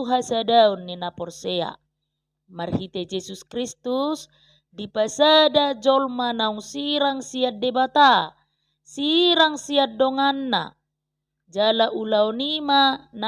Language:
Batak Toba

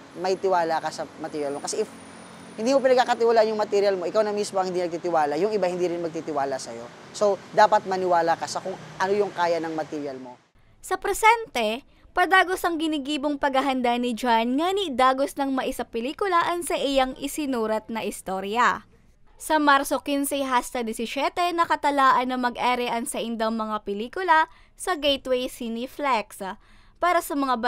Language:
Bikol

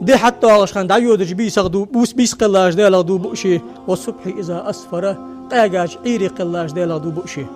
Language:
Ingush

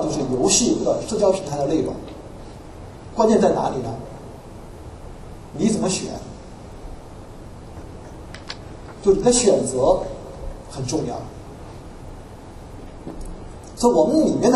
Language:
Chinese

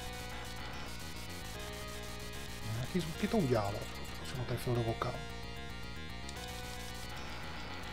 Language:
Czech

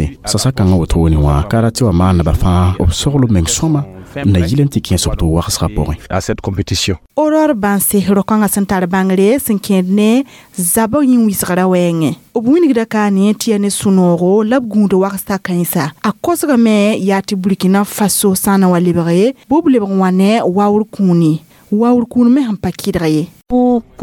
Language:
Mossi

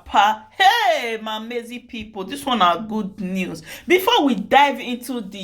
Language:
Nigerian Pidgin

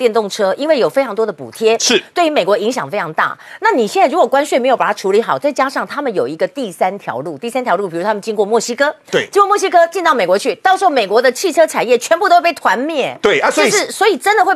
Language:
Chinese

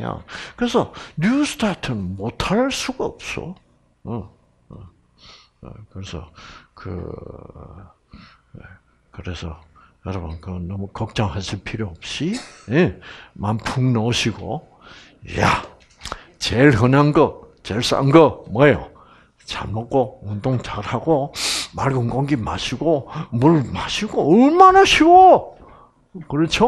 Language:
Korean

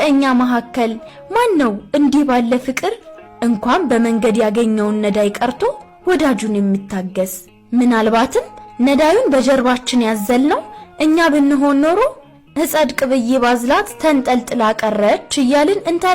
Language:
Amharic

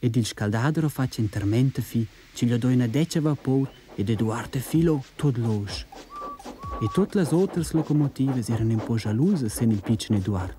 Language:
Romansh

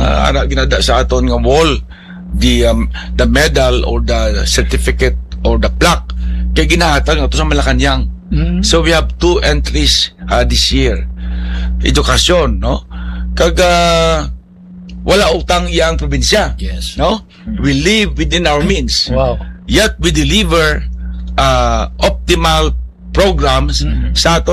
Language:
Hiligaynon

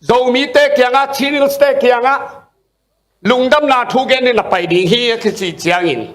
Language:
Tedim Chin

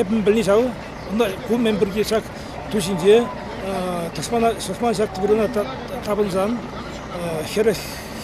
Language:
Chuvash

